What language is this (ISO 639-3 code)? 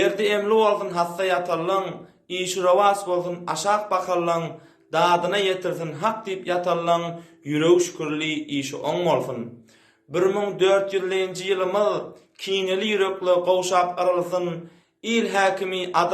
tuk